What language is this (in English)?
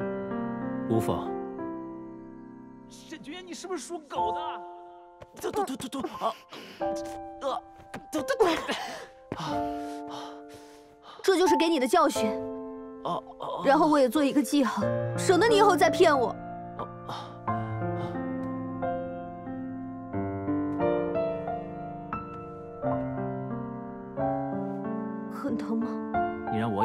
Chinese